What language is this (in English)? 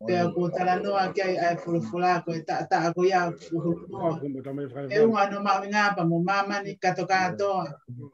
Tongan